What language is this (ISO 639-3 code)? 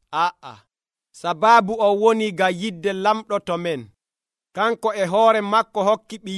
fuv